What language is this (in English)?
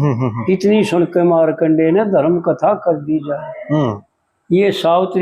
Haryanvi